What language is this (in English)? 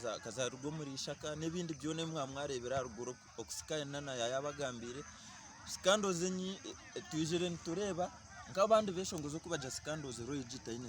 Nyankole